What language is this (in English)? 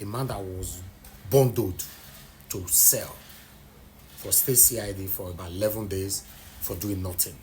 Nigerian Pidgin